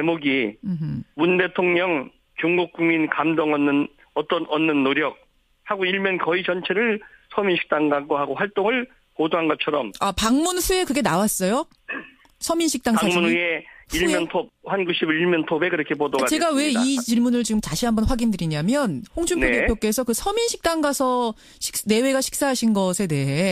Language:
Korean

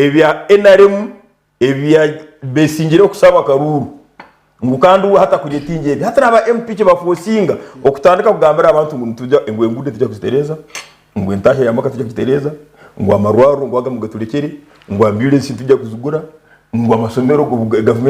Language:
Nyankole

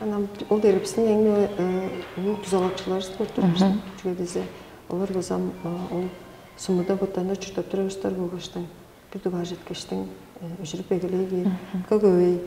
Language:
Tuvinian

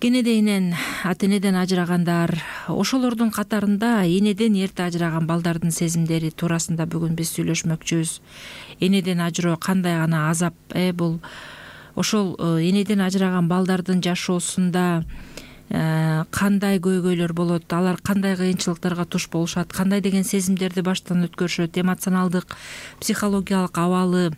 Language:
Kyrgyz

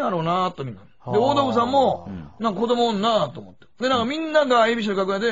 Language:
Japanese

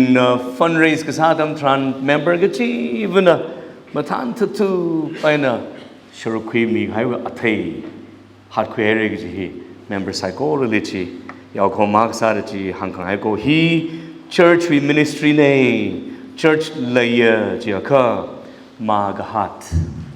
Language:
Tangkhul Naga (India)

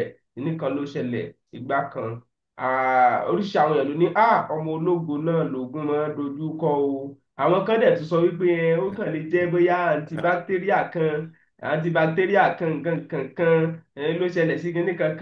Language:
Yoruba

